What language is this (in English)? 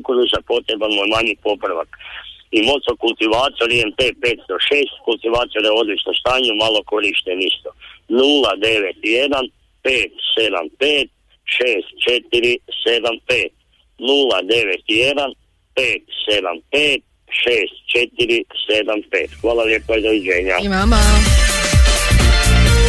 Croatian